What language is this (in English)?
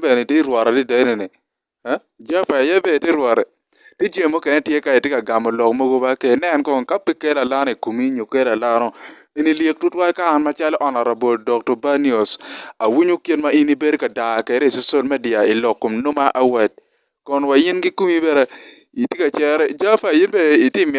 Acoli